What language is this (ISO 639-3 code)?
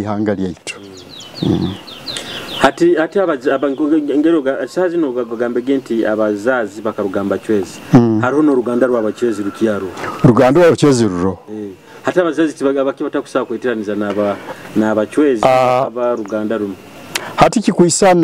nyo